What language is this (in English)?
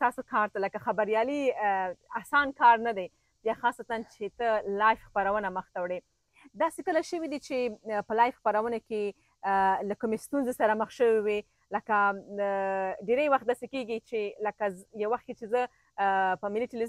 Pashto